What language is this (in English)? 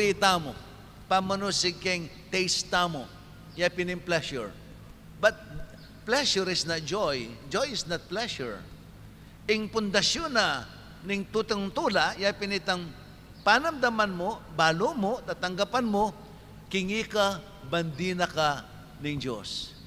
Pampanga